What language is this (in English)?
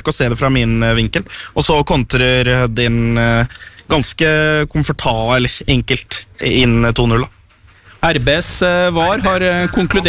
Norwegian